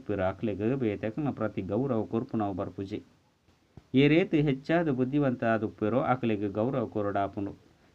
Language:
Tulu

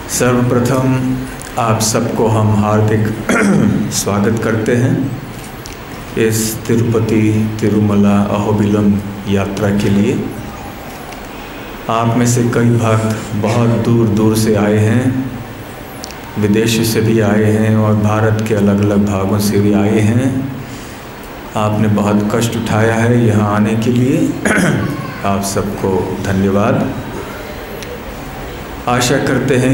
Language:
Hindi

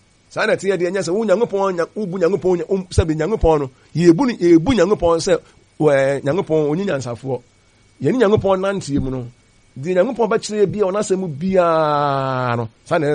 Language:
Akan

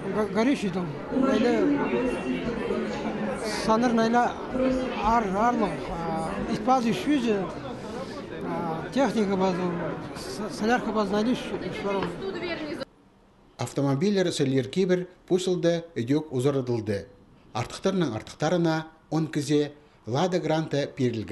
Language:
Khakas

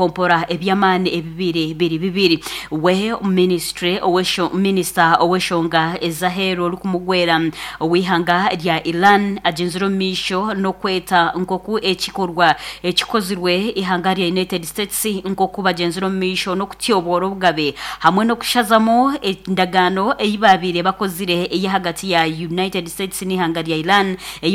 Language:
Nyankole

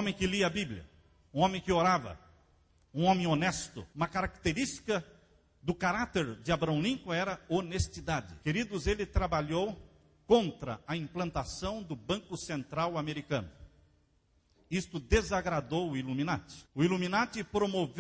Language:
Portuguese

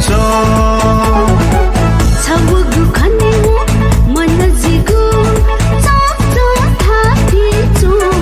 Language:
Newari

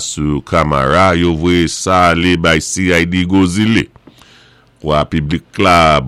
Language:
Saint Lucian Creole French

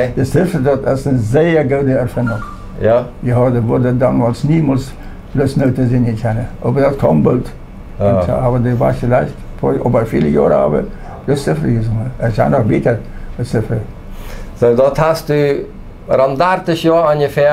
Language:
Plautdietsch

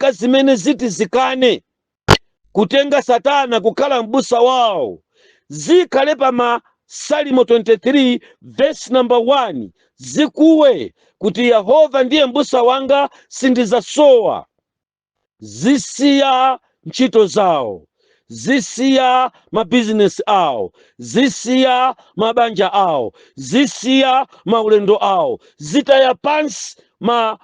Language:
Nyanja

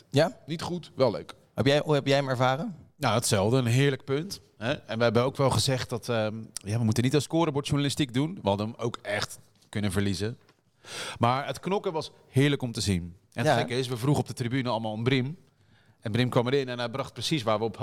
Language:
Dutch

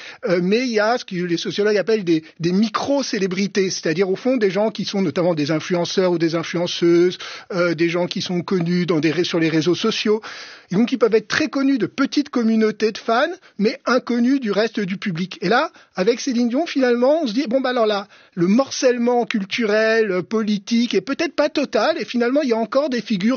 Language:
French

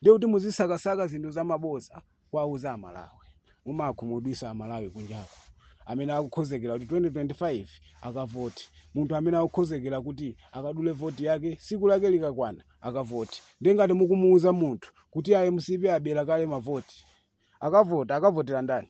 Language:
Nyanja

